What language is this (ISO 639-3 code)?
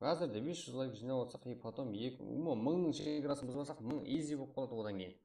kaa